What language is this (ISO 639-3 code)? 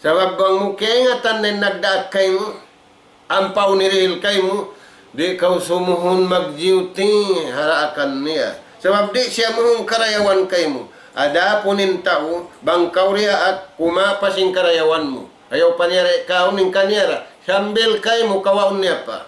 tsg